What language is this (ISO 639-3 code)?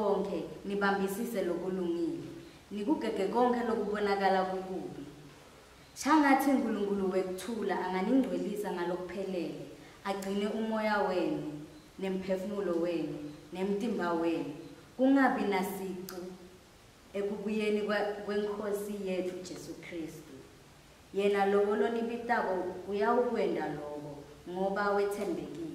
ssw